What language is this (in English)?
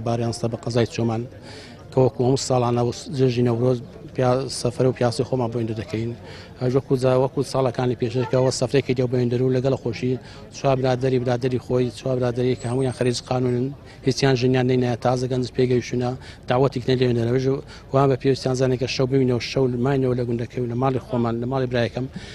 Central Kurdish